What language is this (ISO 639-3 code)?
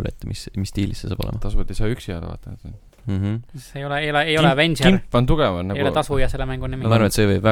est